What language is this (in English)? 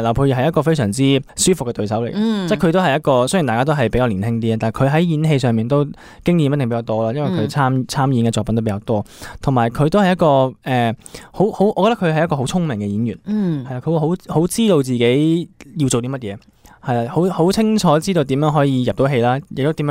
Cantonese